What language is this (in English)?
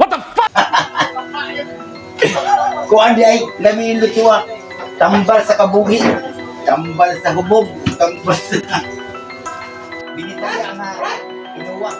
Cebuano